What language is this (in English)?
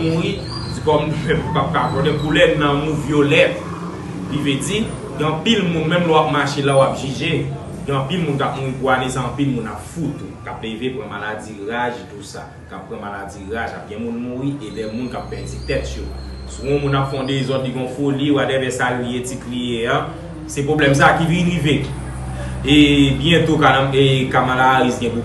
Haitian Creole